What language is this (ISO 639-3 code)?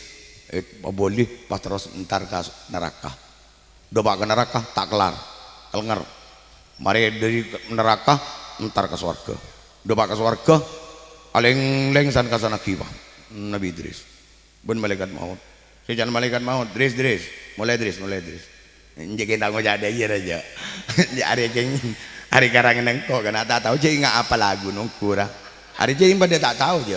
mad